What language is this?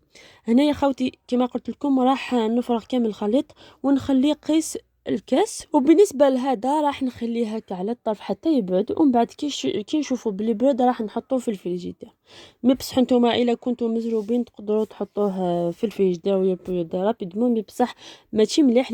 Algerian Arabic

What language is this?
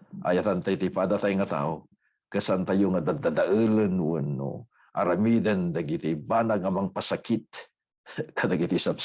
Iloko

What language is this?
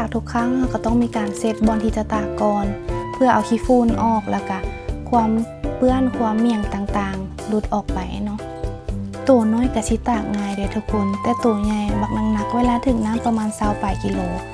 Lao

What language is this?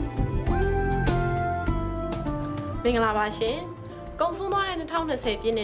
Burmese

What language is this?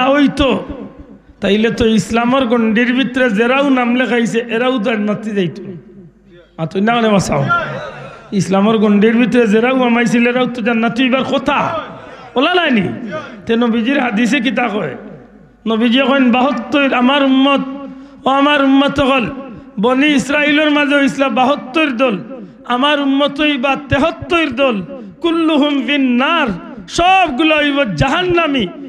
Sylheti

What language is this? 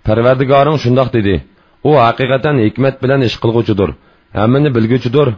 Uyghur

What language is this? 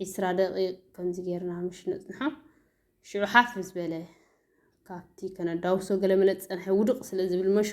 Tigrinya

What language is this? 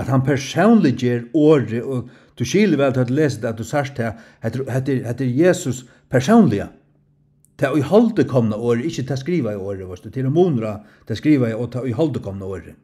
Faroese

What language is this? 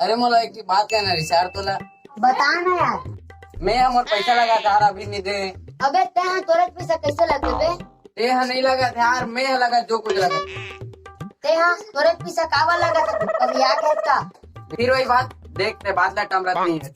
Chhattisgarhi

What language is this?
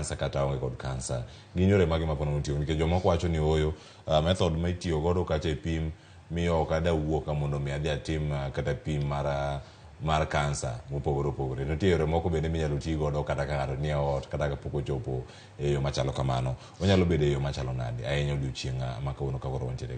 Luo (Kenya and Tanzania)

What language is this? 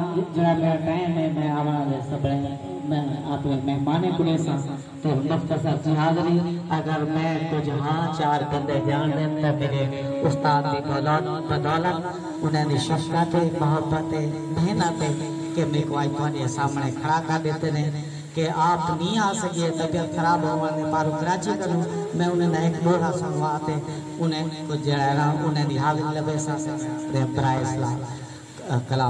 Saraiki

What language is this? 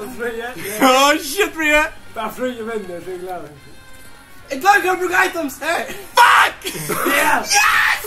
Faroese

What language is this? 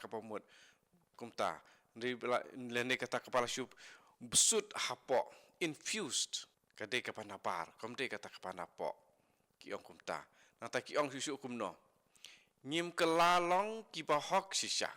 Khasi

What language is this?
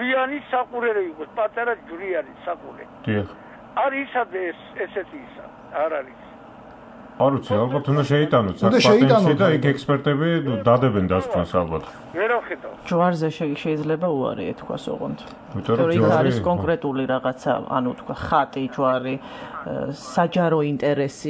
Georgian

